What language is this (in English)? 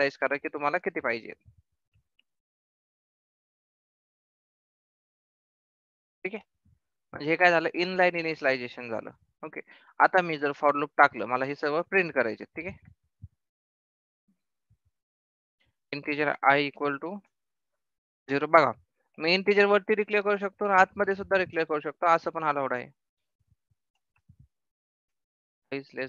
Marathi